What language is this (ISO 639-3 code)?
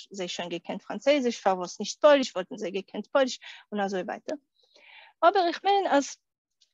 yid